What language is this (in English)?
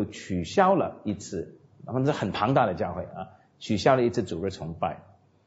Chinese